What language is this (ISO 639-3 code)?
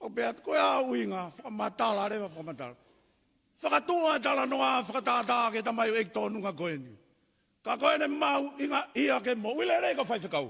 ton